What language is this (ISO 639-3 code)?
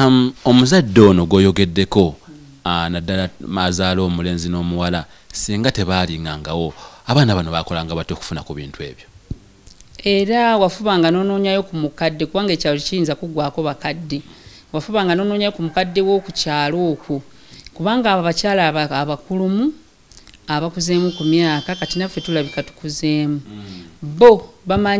lug